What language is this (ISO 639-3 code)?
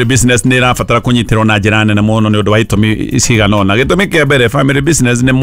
kik